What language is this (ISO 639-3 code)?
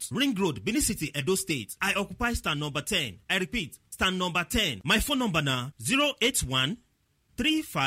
pcm